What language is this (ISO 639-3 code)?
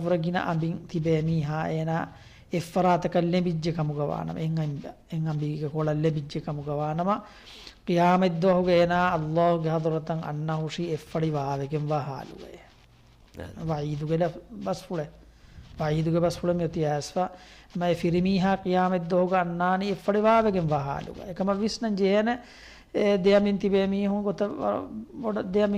div